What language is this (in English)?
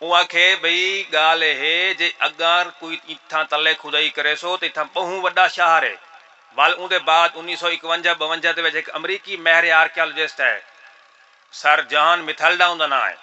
Saraiki